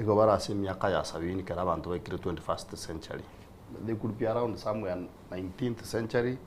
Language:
Gusii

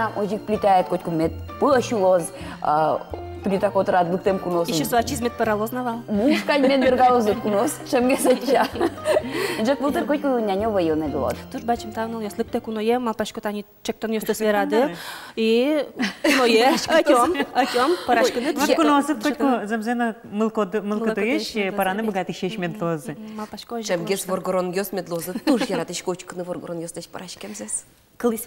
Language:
Udmurt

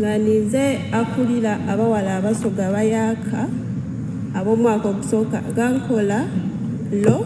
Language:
Soga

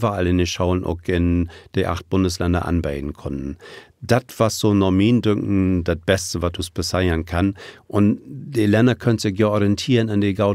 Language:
Low German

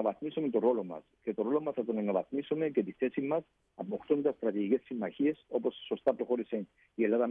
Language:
Greek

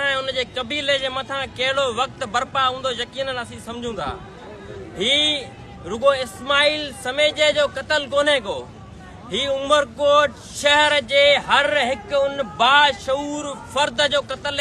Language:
Sindhi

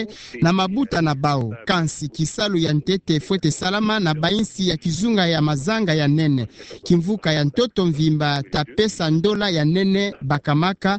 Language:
Kituba (Democratic Republic of Congo)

